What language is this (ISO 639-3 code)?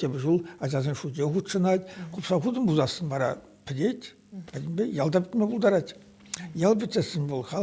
chv